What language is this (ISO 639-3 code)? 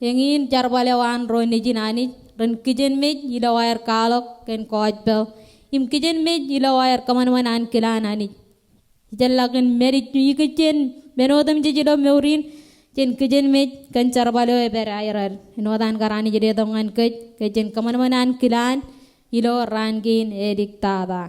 mah